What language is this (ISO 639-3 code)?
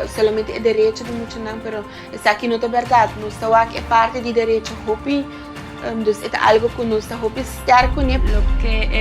pap